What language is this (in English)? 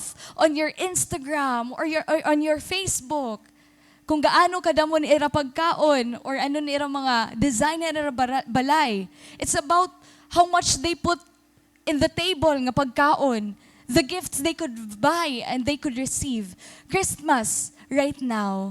Waray